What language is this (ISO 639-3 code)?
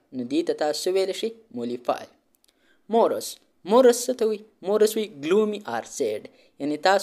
pus